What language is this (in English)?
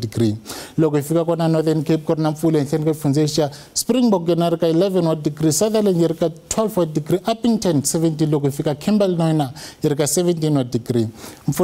Tsonga